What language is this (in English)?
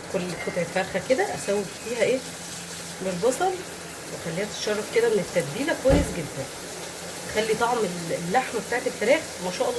Egyptian Arabic